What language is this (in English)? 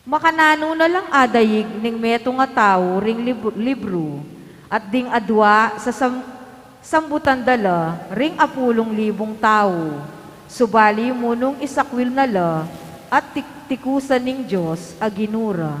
Pampanga